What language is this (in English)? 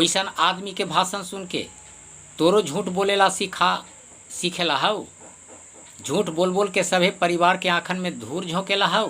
Magahi